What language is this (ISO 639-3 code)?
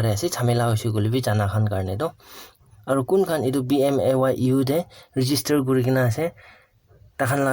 nag